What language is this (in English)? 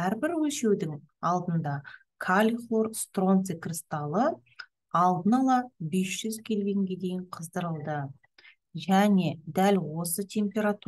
Kazakh